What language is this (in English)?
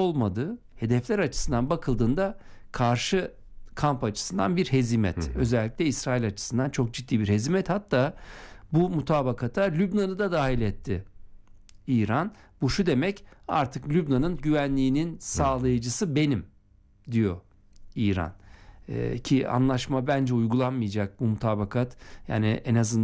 Turkish